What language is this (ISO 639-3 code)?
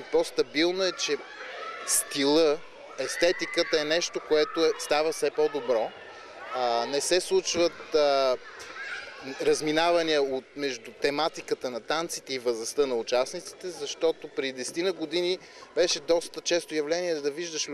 bul